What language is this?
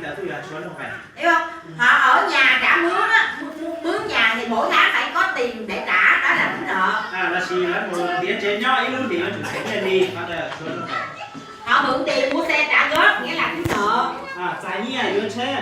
Hmong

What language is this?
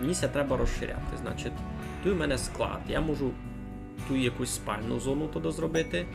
Rusyn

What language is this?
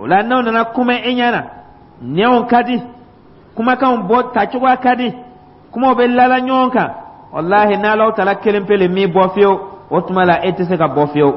Dyula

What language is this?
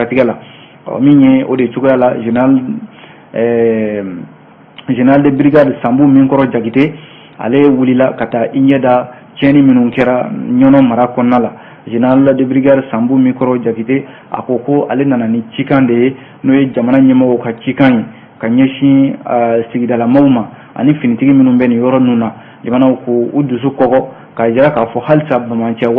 Bambara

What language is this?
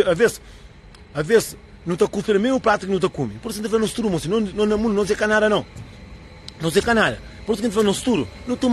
Kabuverdianu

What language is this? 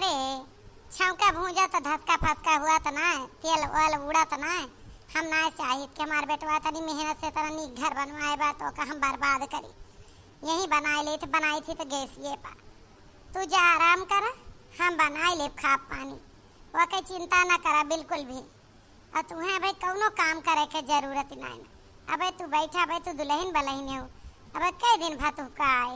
Awadhi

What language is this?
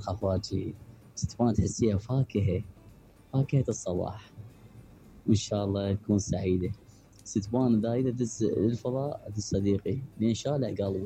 Mesopotamian Arabic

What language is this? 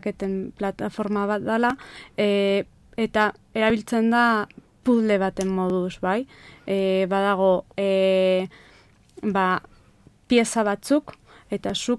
Basque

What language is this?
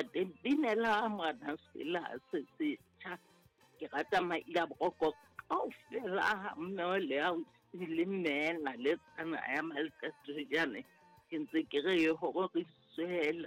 Southern Sotho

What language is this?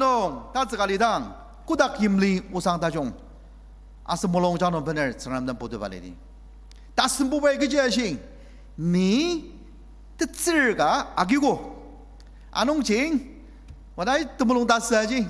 Ao Naga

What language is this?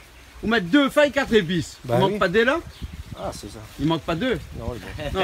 Réunion Creole French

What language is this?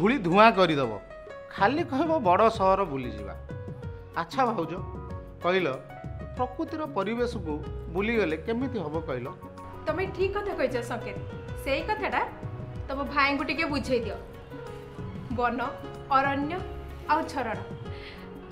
Odia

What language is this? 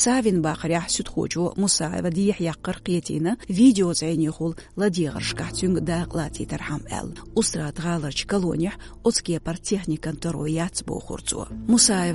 Chechen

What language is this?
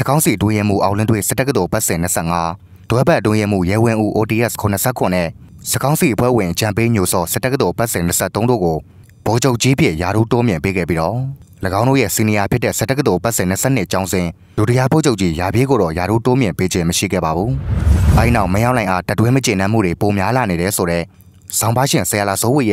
Burmese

